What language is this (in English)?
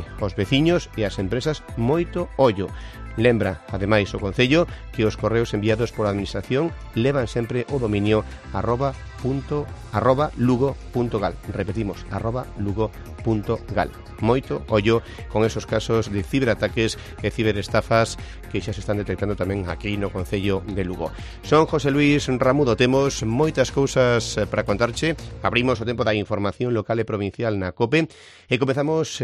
Galician